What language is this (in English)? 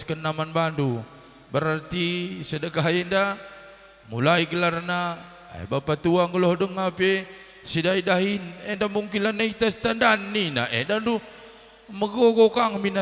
Batak Karo